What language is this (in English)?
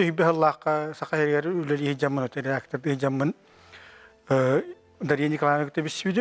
Yakut